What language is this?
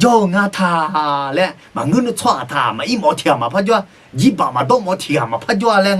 Akha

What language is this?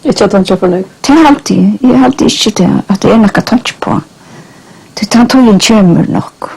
Faroese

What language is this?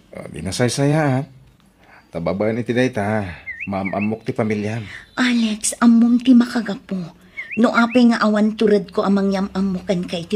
Iloko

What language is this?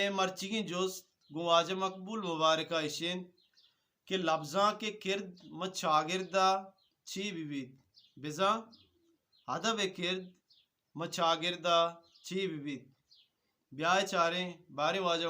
Eastern Balochi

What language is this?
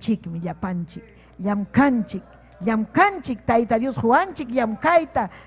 Ayacucho Quechua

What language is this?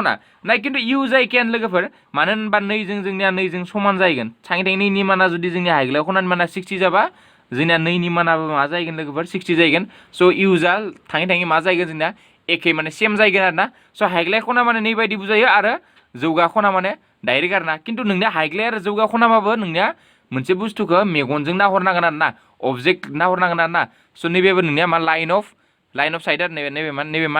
Bodo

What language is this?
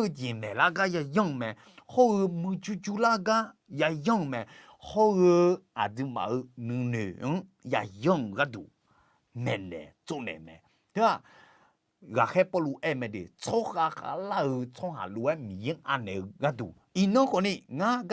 Akha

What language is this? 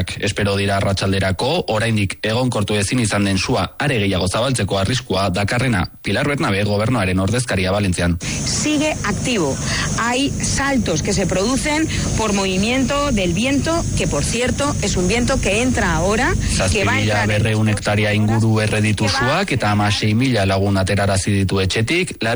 Basque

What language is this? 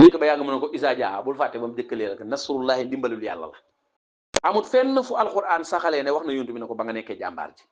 Wolof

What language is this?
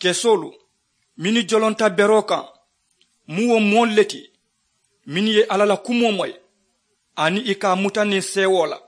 Mandingo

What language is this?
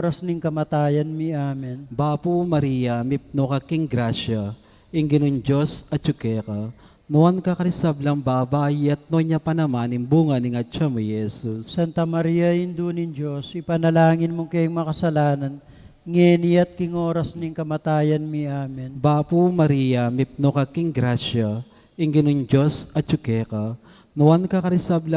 Pampanga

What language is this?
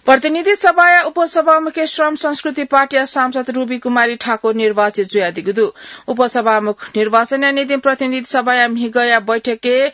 Newari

